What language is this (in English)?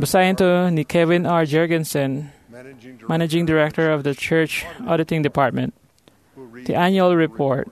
Iloko